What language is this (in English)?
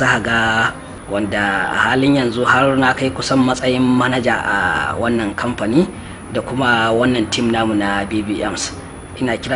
Hausa